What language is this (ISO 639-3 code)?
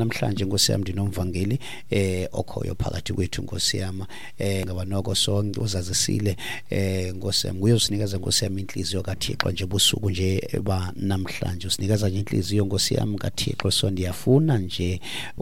xho